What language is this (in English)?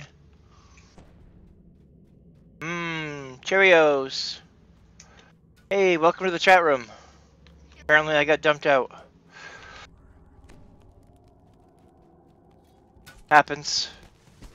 English